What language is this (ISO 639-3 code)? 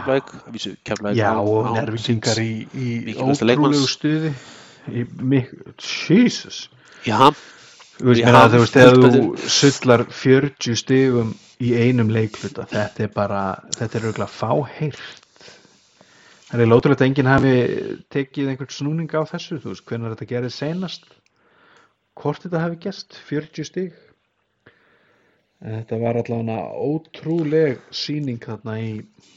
isl